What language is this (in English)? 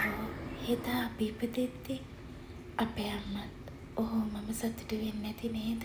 Sinhala